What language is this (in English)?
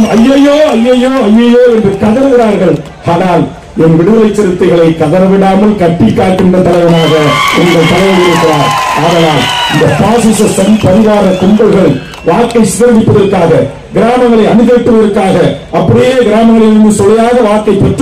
Tamil